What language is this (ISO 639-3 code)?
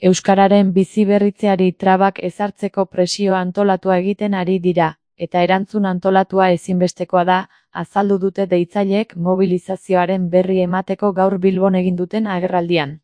eus